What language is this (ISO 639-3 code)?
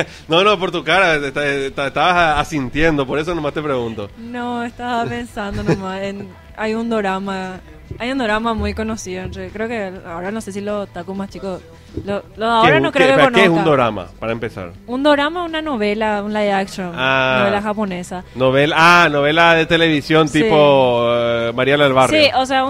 spa